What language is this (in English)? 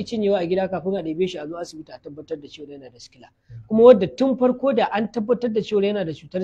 Hausa